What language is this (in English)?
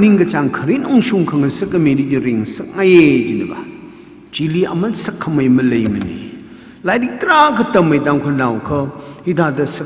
Tangkhul Naga (India)